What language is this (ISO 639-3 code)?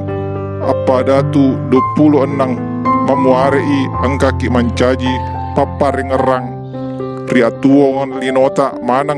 bug